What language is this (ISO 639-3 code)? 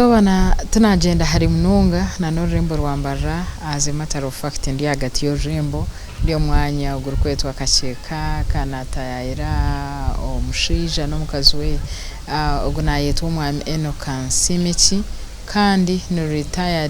nyn